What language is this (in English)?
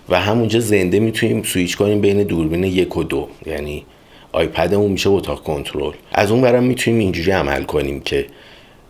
Persian